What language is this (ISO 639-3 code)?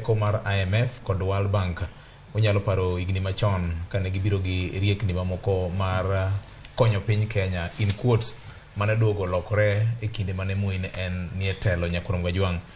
luo